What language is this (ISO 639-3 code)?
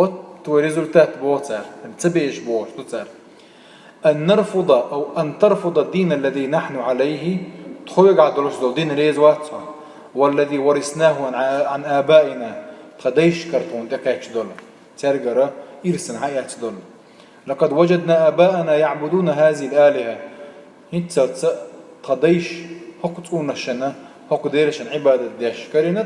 che